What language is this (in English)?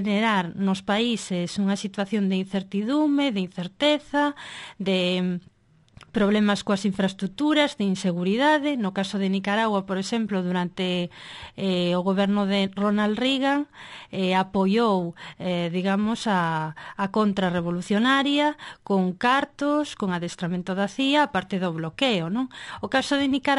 Galician